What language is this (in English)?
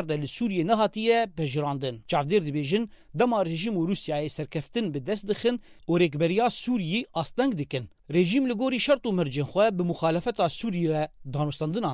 Kurdish